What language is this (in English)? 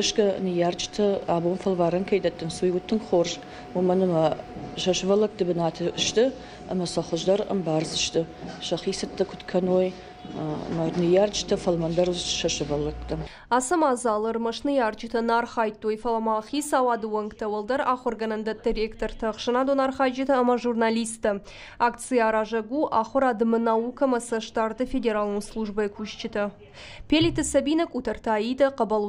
Ossetic